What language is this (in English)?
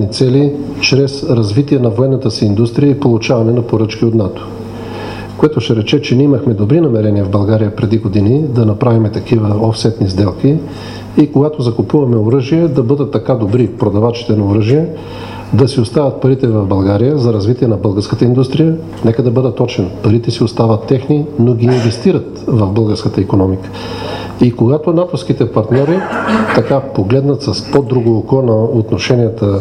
Bulgarian